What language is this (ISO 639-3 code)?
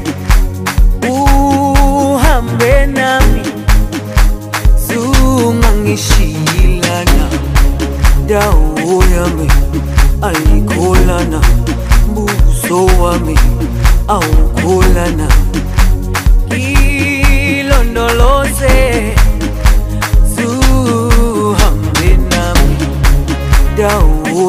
zul